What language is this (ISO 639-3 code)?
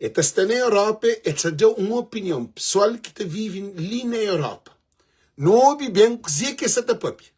kea